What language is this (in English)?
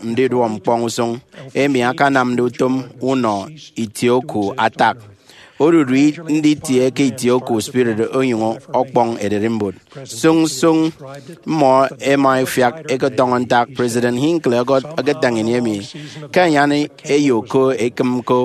Efik